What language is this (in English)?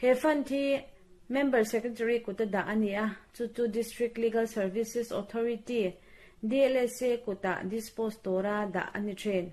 Mizo